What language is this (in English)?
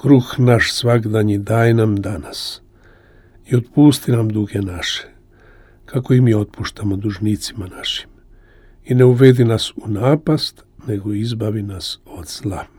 Croatian